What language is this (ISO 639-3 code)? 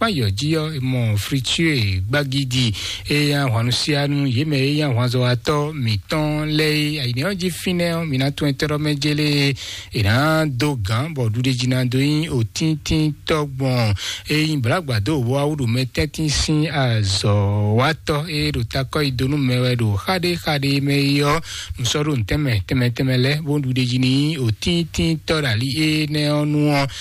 fon